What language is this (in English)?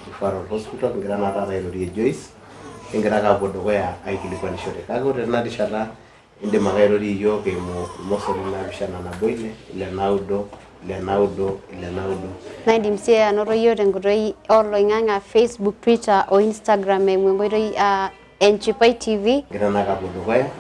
Masai